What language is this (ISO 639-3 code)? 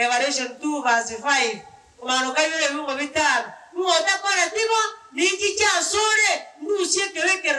guz